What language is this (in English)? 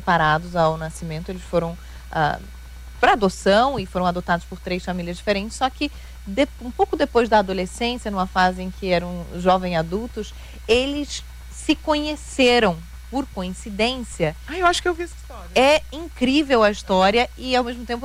Portuguese